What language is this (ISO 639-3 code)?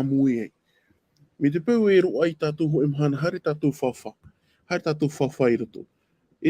tah